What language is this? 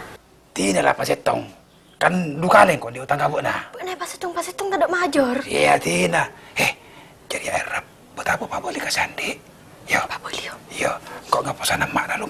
Madurese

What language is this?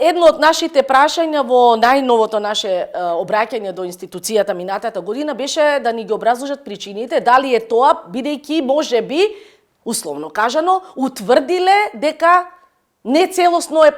Macedonian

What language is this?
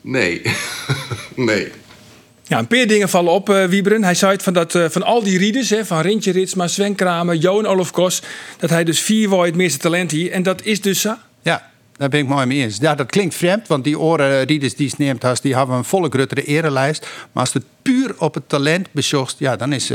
Western Frisian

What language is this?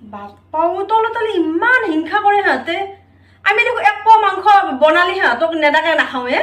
Assamese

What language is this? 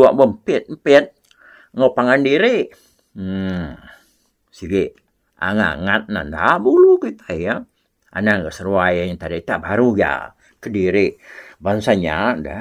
Iban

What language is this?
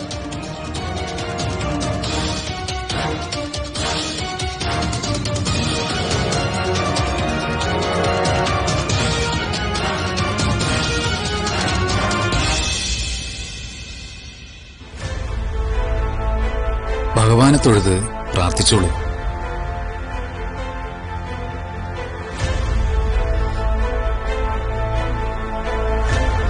Malayalam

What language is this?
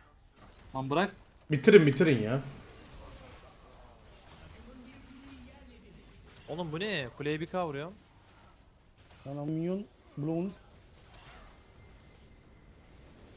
Turkish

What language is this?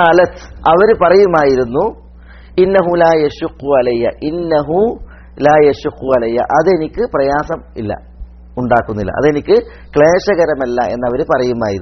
Malayalam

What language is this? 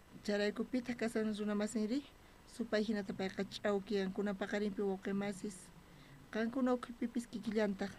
South Bolivian Quechua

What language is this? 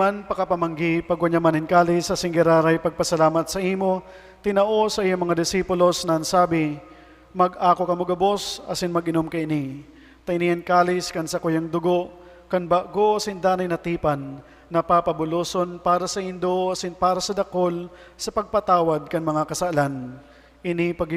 Bikol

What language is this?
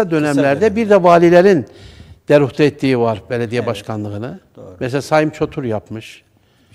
Turkish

